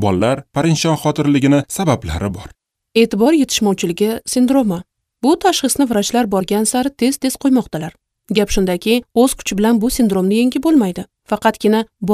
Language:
Uzbek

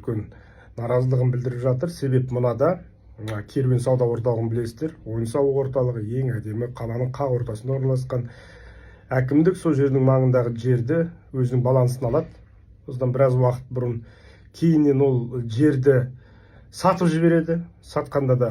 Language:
Kazakh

